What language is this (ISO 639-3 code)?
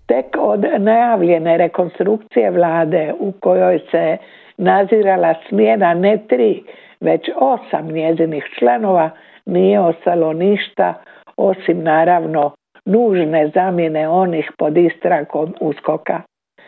hrv